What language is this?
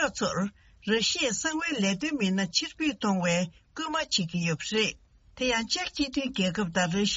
Tibetan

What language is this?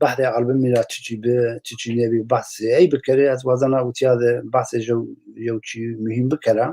Zaza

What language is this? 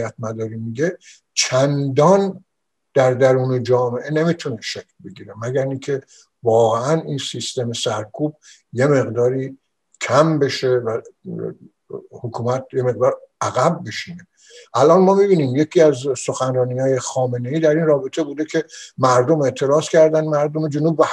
Persian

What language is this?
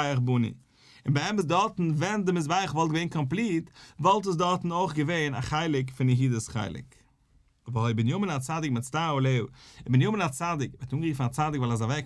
Yiddish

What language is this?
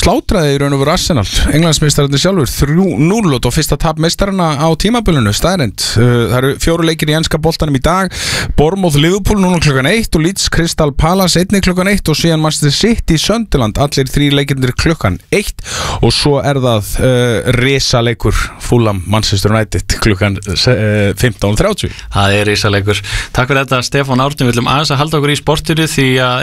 Icelandic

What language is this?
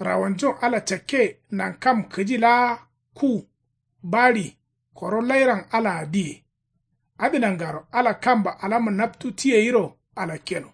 Kanuri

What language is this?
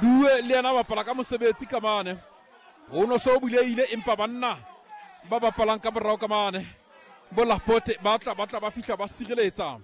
Southern Sotho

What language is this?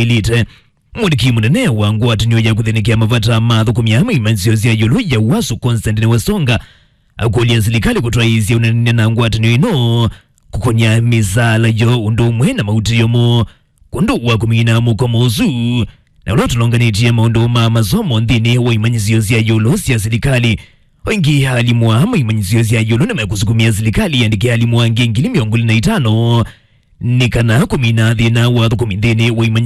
Kamba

